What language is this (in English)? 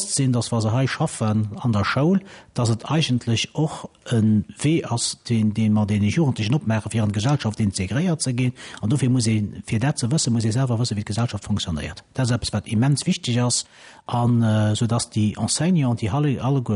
Luxembourgish